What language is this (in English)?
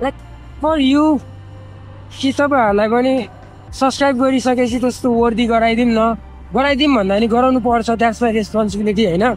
Nepali